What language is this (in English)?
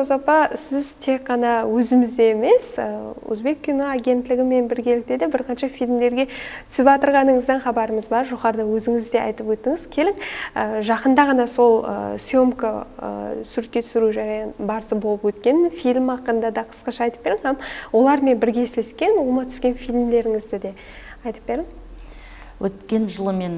Kara-Kalpak